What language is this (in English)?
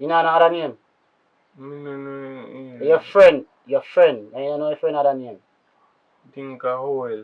Jamaican Creole English